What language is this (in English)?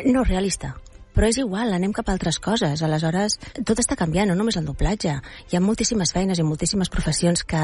Catalan